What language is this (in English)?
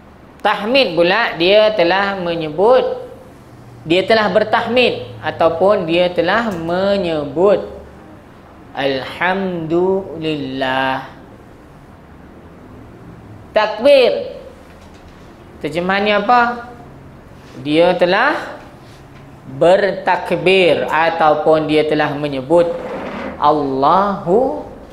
Malay